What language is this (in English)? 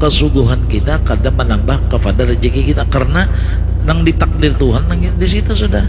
Banjar